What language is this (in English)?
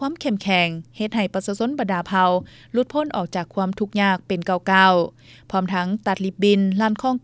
Lao